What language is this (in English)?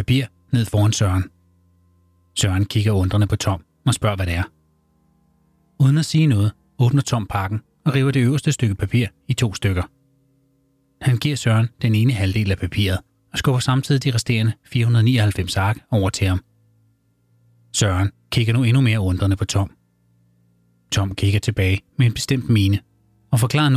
Danish